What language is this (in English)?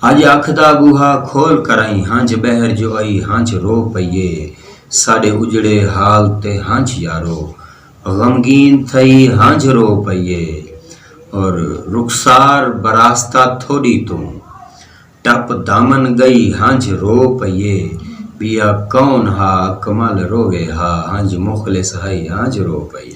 Saraiki